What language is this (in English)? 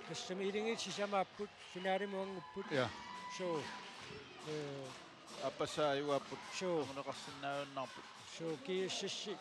Kalaallisut